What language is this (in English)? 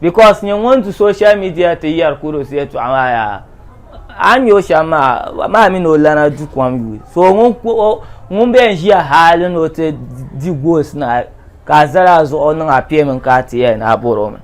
Dagbani